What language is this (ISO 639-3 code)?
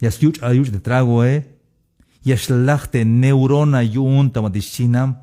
tzh